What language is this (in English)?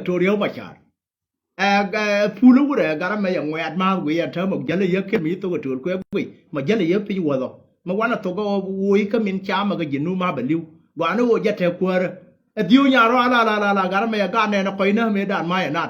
Nuer